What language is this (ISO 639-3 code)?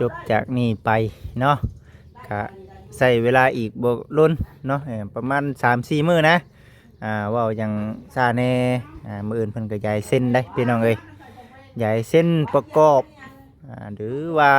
lao